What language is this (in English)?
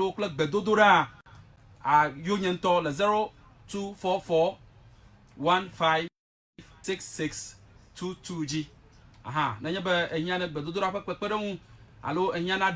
Ewe